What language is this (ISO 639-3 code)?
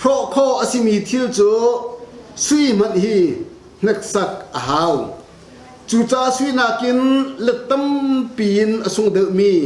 cnh